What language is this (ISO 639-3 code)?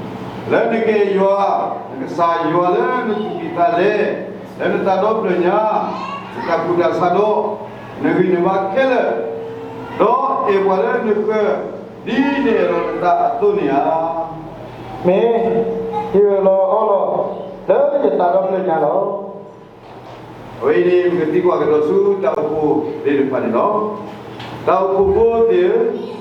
ksw